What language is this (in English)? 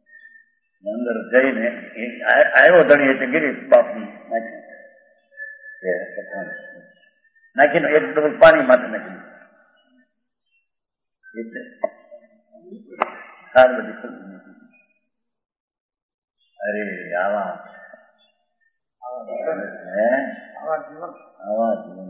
Gujarati